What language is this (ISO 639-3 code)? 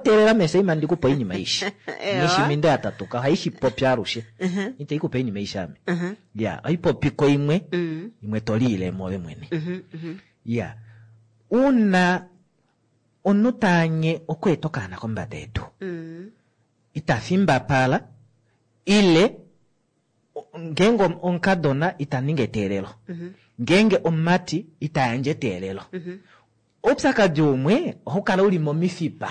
kua